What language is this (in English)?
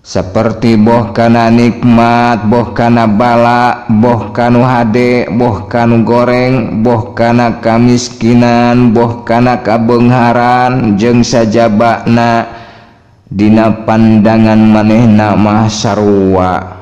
Sundanese